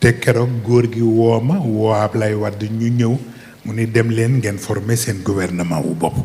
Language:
Wolof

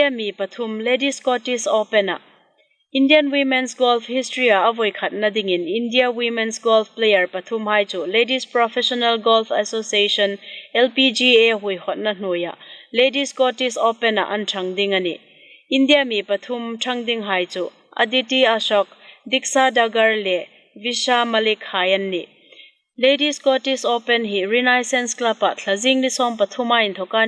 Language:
Hmar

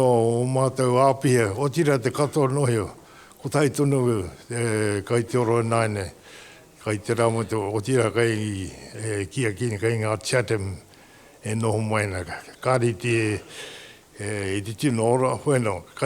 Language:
Māori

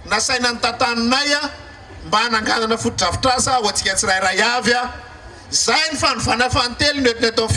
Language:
Malagasy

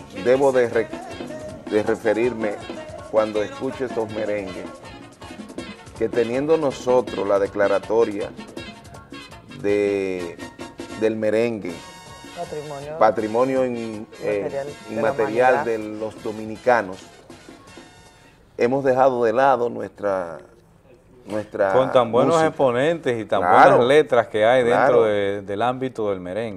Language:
Spanish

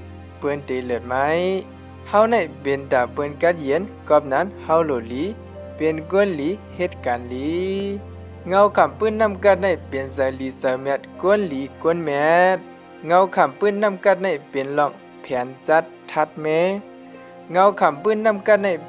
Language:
Shan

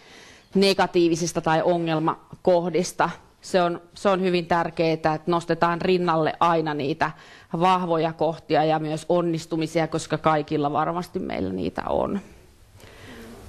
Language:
Finnish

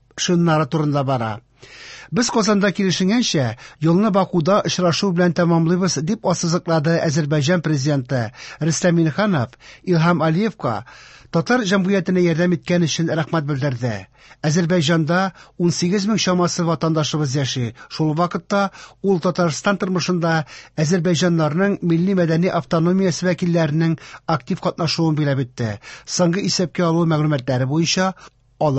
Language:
Tatar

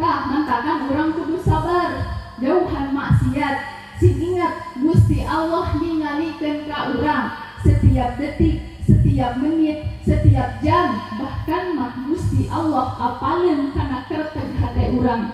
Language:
Sundanese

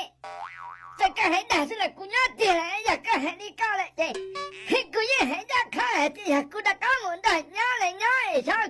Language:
Hmong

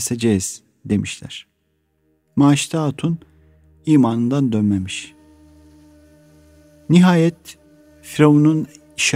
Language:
Turkish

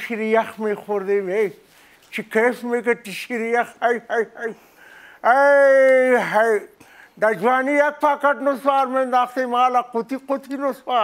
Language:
Persian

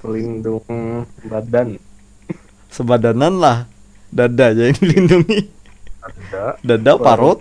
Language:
Banjar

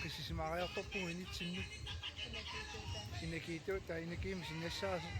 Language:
Kalaallisut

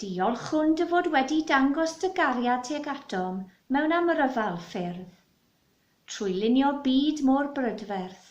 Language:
Welsh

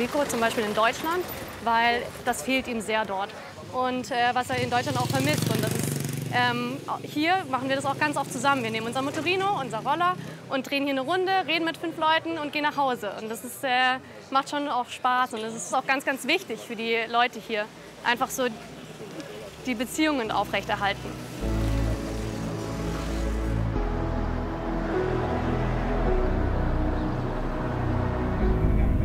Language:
German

